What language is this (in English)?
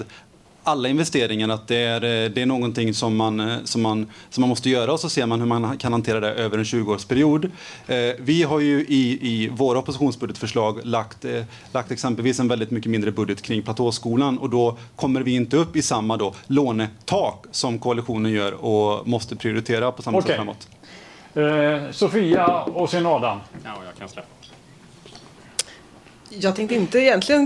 Swedish